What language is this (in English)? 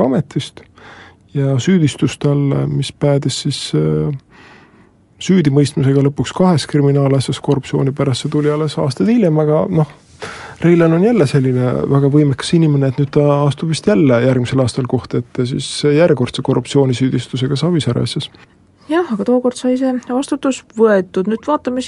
Estonian